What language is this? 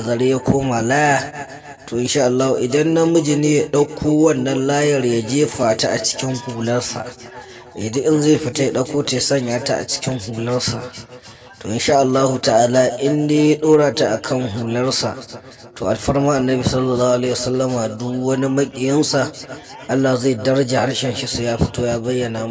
Hausa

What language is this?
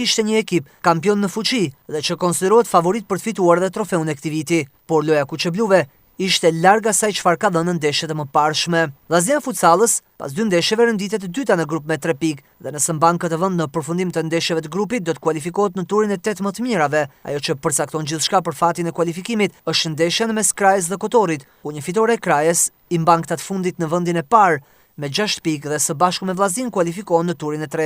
Albanian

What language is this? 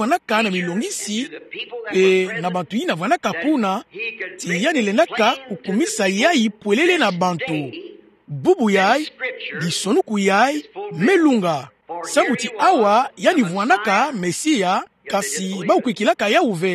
Kituba (Democratic Republic of Congo)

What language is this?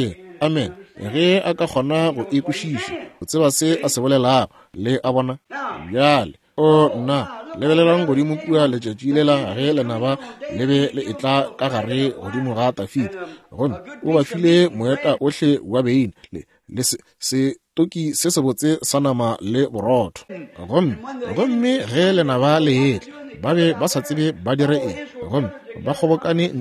Northern Sotho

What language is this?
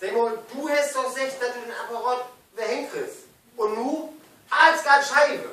Low German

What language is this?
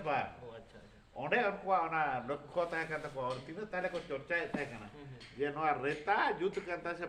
Santali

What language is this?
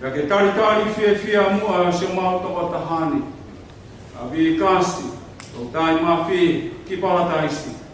Tongan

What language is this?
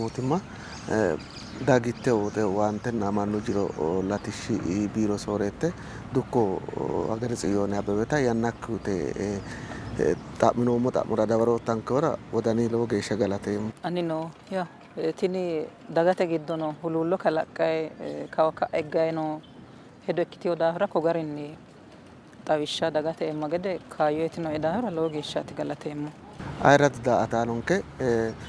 Sidamo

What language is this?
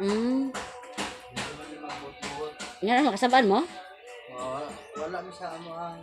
Cebuano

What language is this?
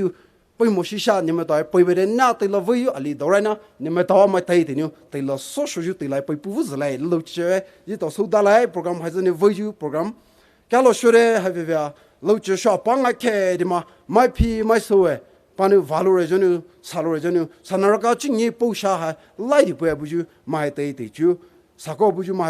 Poumei Naga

